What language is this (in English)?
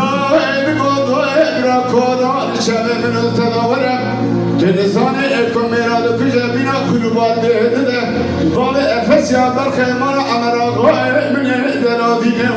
Kurdish